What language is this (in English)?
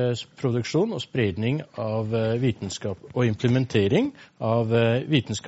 Norwegian